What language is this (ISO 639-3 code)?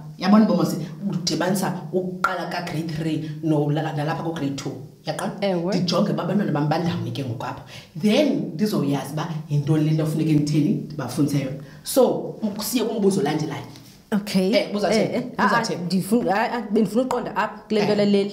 xho